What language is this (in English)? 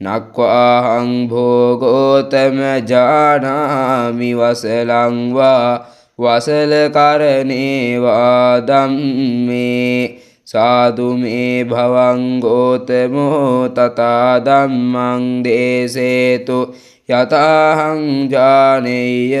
Pali